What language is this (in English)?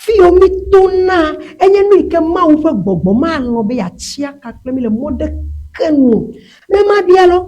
Ewe